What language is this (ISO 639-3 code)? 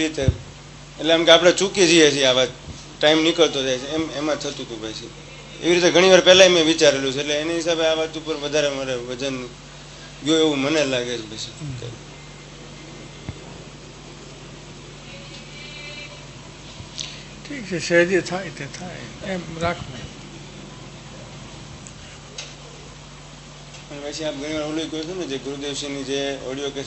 guj